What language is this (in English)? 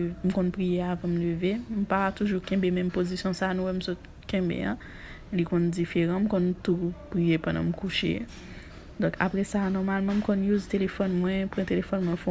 Haitian Creole